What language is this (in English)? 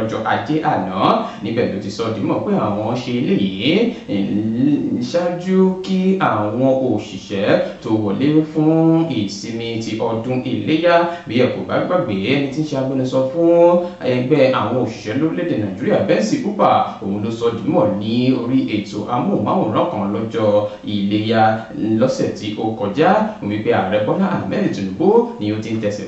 Yoruba